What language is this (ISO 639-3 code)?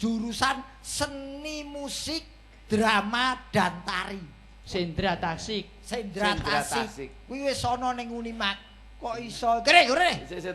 jav